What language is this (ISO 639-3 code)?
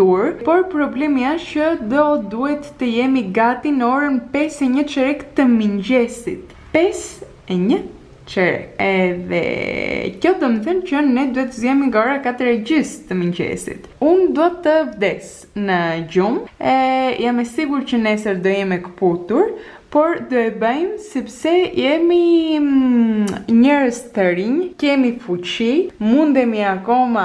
sqi